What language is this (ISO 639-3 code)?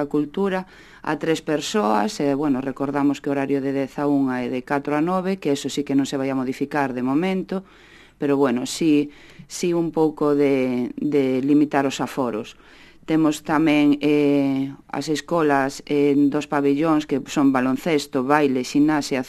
glg